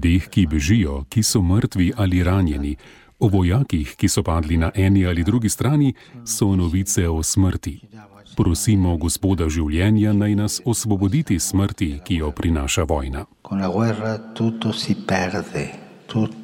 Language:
Slovenian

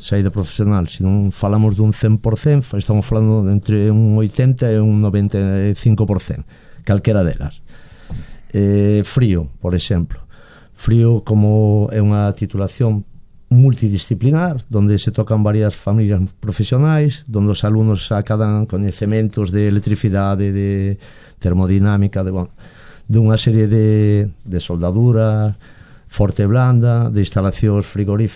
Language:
Galician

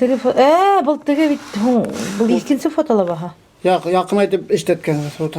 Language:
Bashkir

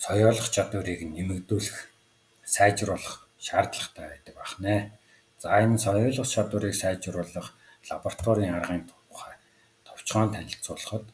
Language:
Mongolian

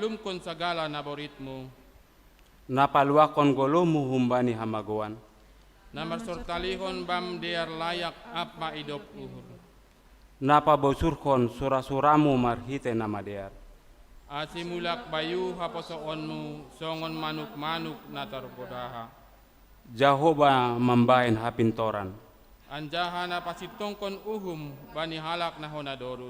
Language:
Batak Simalungun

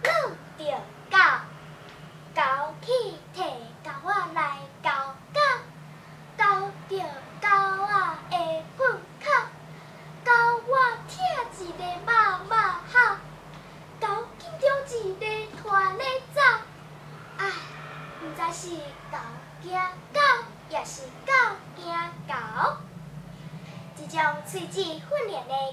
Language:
Min Nan Chinese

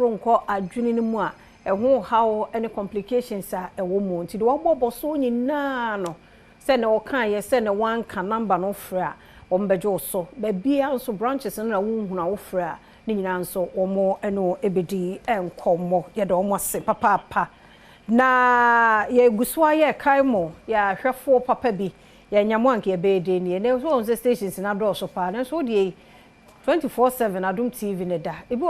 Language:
Akan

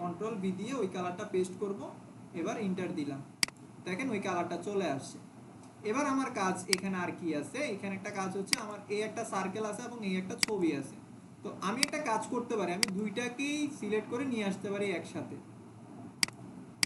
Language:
Bangla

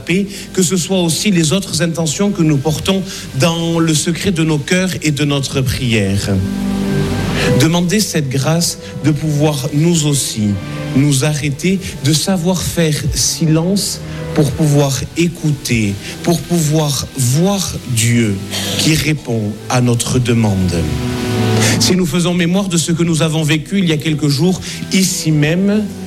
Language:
French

